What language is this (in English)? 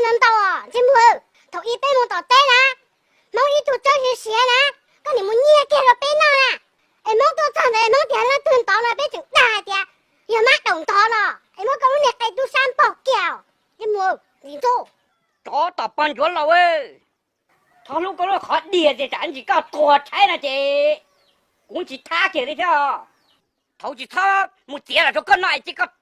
Hmong